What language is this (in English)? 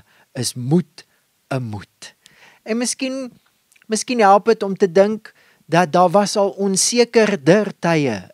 Afrikaans